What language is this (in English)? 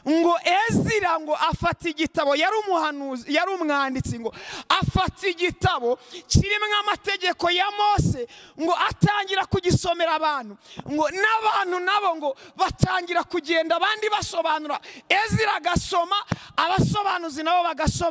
Kinyarwanda